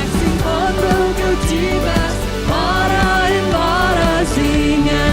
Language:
Plautdietsch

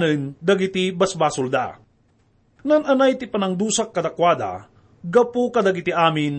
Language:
Iloko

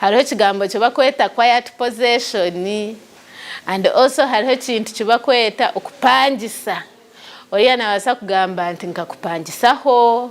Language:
Tooro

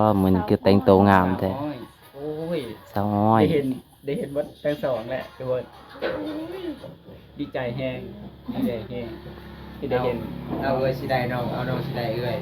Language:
Lao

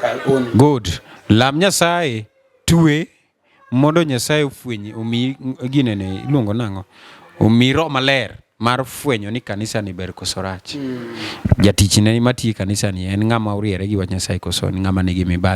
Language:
Luo (Kenya and Tanzania)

